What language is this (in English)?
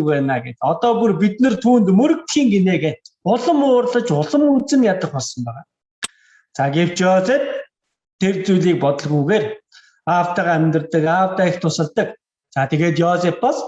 Mongolian